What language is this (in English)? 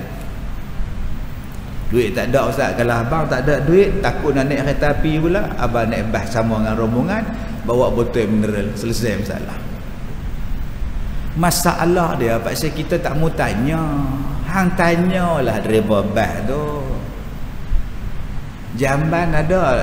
Malay